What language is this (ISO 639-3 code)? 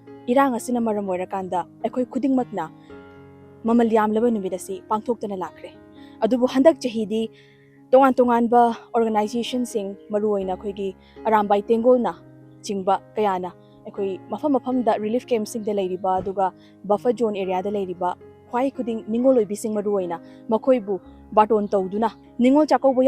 mni